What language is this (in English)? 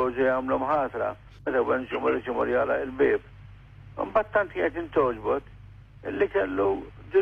Maltese